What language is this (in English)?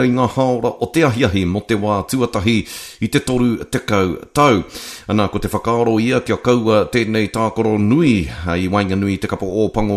Māori